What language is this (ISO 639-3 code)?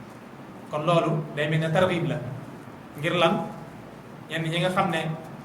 wol